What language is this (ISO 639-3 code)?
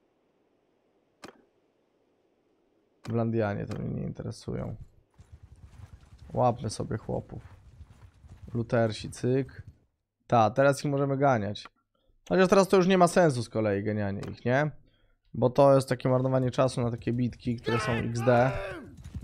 pol